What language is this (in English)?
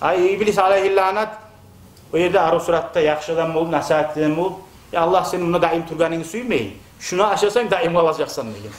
Kumyk